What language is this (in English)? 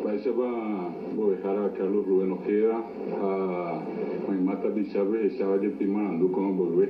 Guarani